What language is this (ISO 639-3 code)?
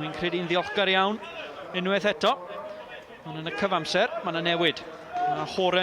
cym